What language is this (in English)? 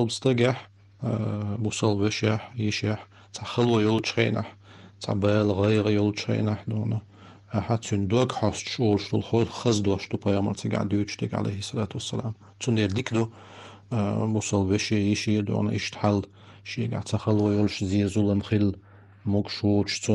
Chechen